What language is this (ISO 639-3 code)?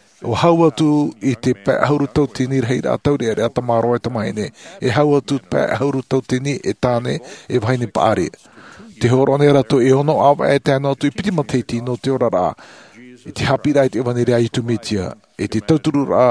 tah